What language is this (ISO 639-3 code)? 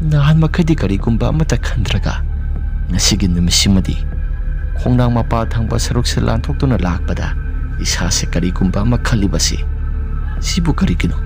mni